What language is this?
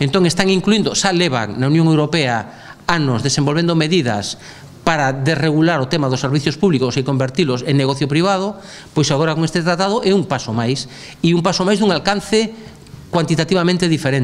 Galician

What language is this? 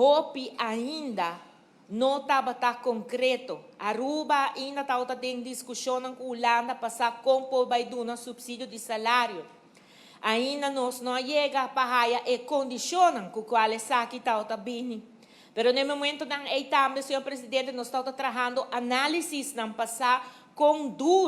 Papiamento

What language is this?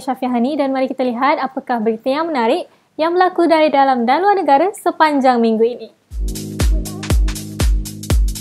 Malay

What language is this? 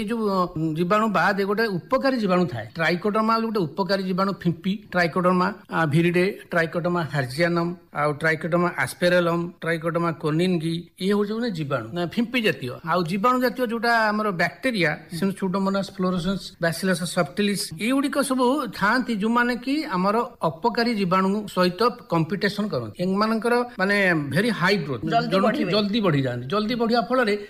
Odia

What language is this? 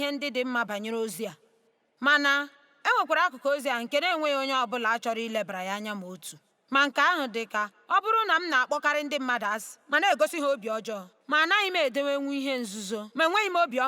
Igbo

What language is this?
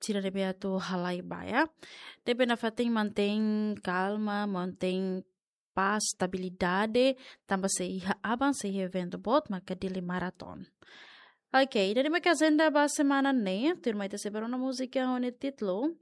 Tetum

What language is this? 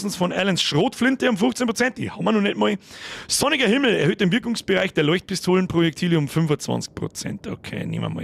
Bavarian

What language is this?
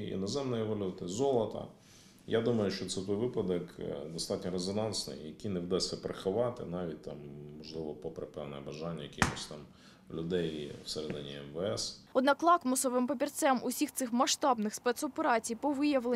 Ukrainian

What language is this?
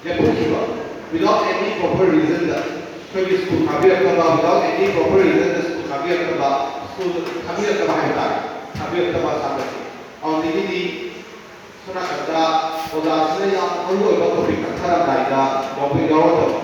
Manipuri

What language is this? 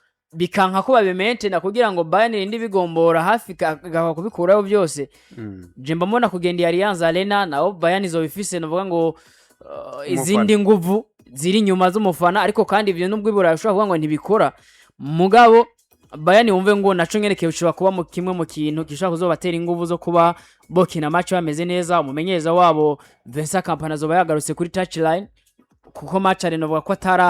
Rundi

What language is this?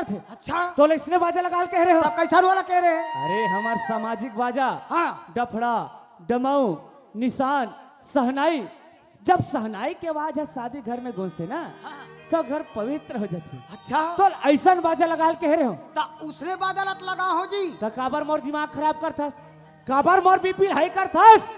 Chhattisgarhi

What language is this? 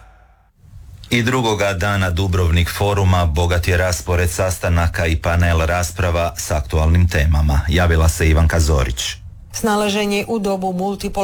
Croatian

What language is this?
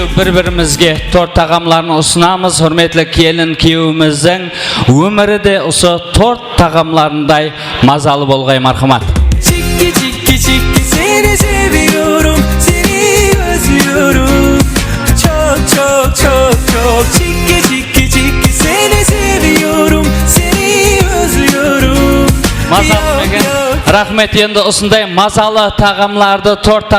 Kara-Kalpak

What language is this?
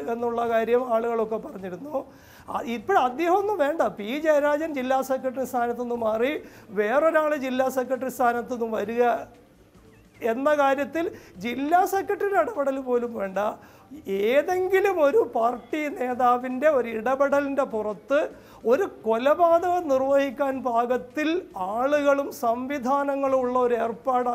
Malayalam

